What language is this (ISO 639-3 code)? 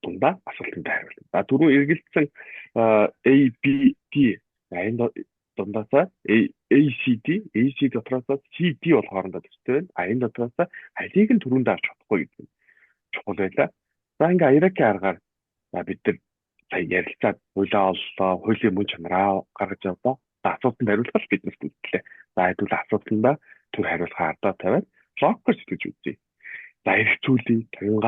mon